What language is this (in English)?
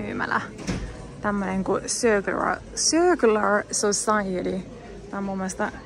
Finnish